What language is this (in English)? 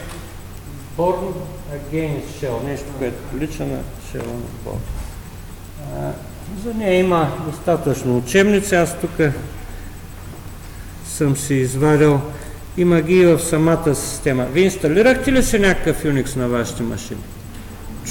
Bulgarian